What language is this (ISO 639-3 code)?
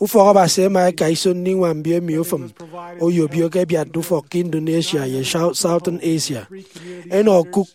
efi